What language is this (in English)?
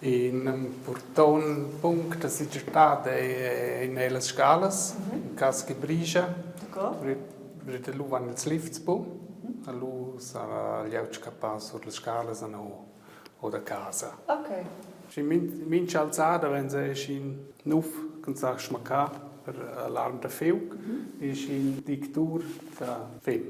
Romansh